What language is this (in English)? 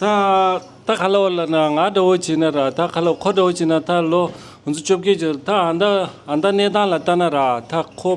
Tibetan